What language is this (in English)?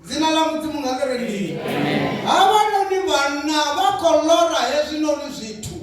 Venda